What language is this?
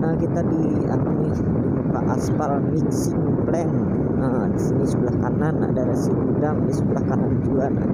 Banjar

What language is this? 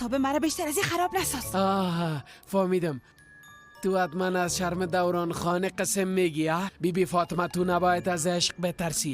Persian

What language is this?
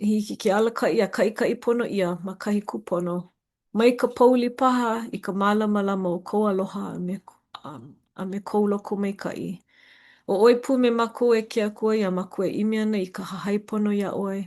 Hawaiian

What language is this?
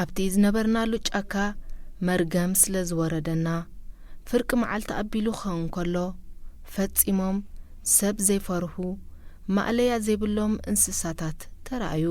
Tigrinya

